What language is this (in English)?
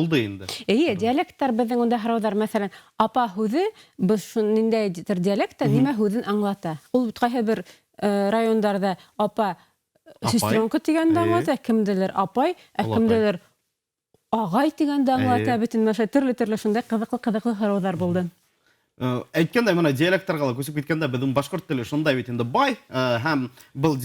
Bashkir